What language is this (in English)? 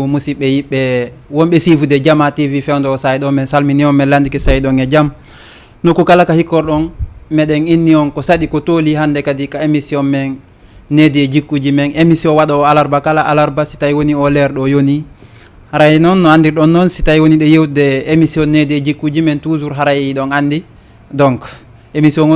Fula